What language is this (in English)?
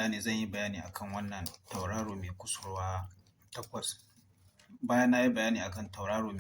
Hausa